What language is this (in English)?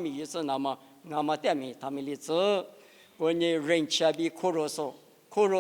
Lisu